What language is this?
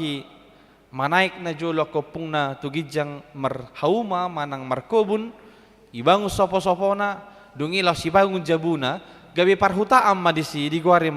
Batak Toba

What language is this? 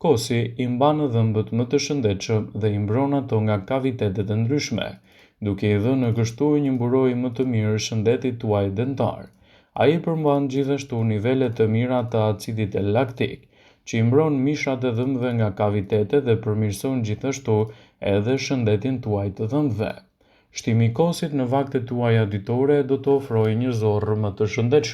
Albanian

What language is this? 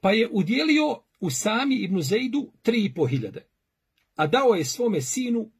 Bosnian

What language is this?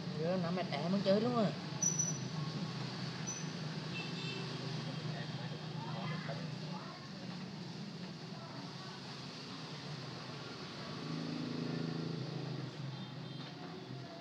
Vietnamese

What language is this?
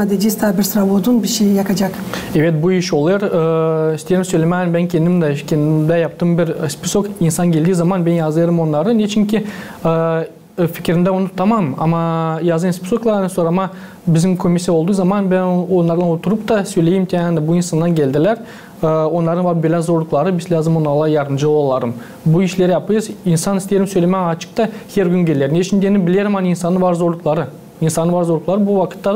Gagauz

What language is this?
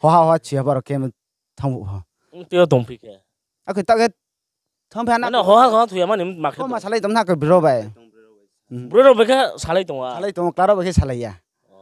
Riang (India)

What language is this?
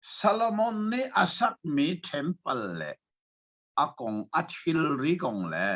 Hakha Chin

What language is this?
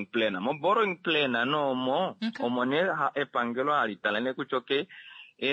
Kuanyama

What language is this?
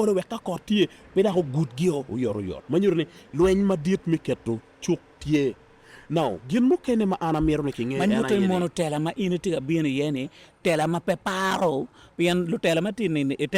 Acoli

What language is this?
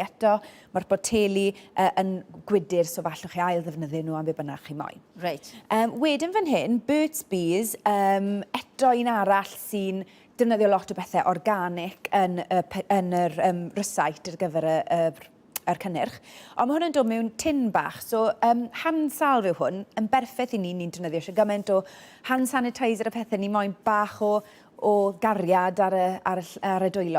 Welsh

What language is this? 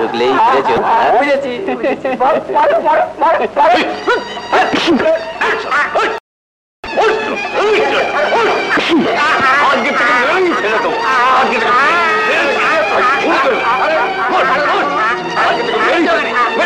Bangla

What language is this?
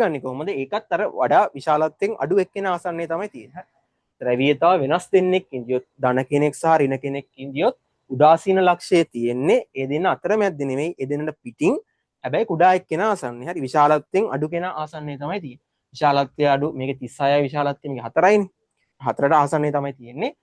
Sinhala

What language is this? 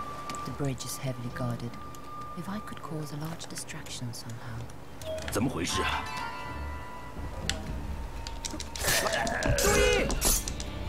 Chinese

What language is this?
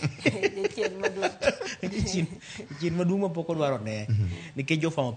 Luo (Kenya and Tanzania)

